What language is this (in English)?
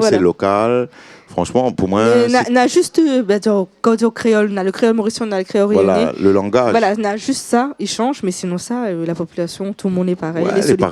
Réunion Creole French